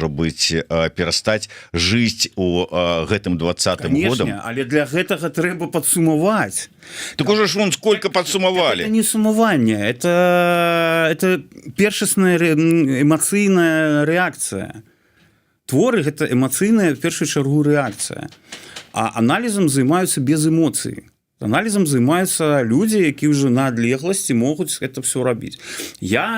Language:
Belarusian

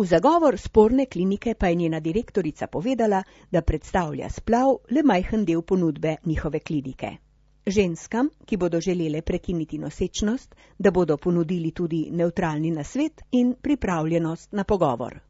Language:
Slovenian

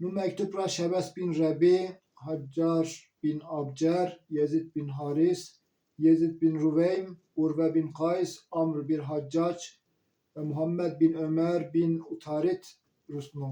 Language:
Zaza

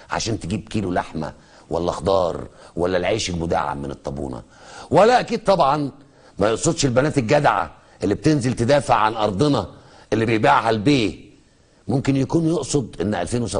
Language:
Egyptian Arabic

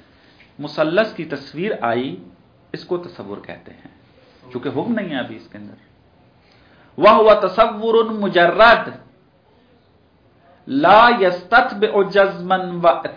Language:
Urdu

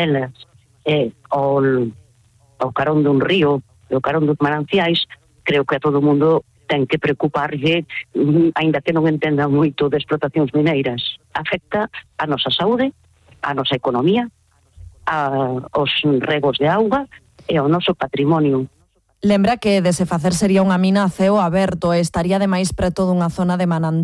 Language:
Galician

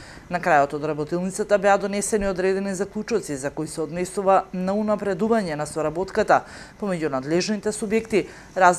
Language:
Macedonian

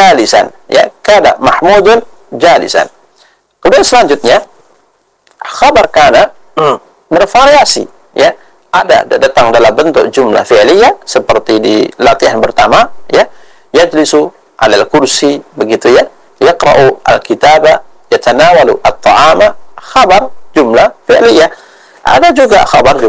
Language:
Indonesian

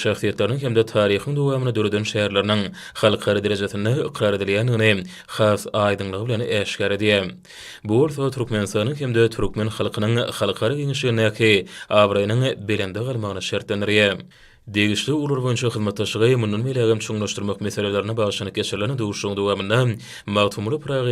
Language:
Turkmen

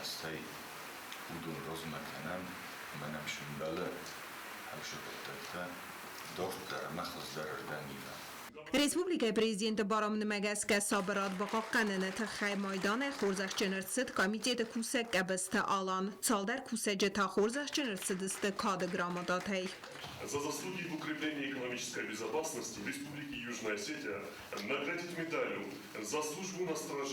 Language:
Ossetic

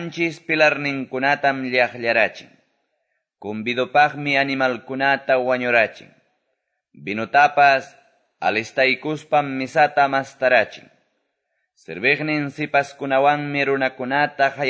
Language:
Quechua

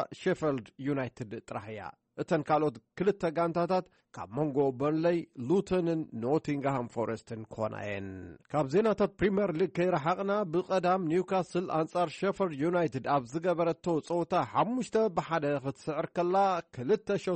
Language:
Tigrinya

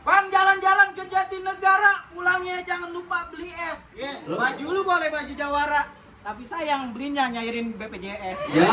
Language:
Betawi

